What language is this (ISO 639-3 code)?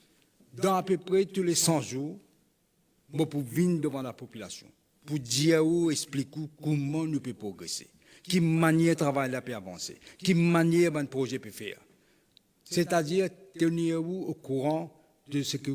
mfe